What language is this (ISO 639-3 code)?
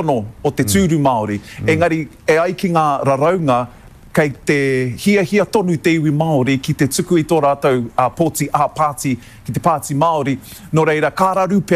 mri